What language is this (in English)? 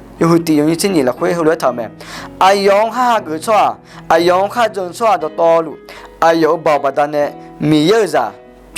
Akha